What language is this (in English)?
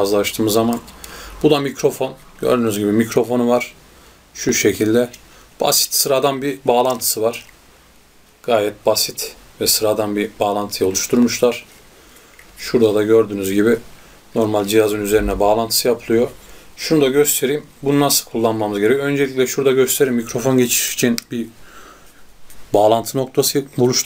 Turkish